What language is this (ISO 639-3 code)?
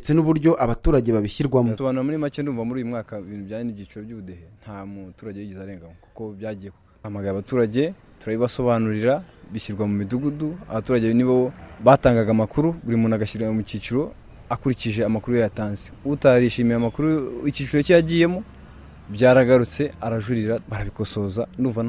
kin